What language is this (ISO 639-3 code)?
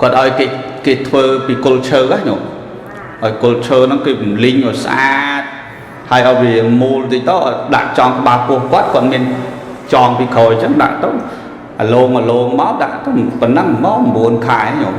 khm